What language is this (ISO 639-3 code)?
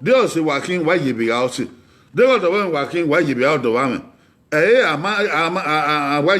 bin